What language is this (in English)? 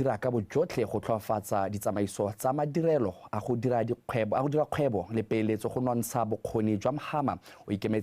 Tswana